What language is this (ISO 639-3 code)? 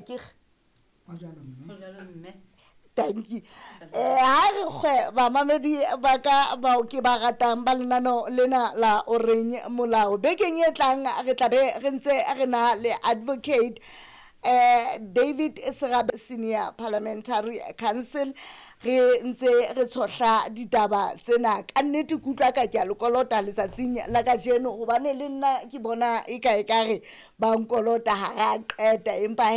sot